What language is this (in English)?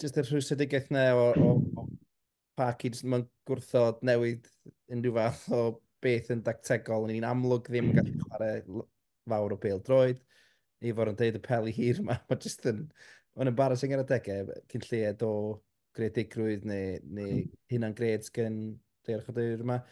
Welsh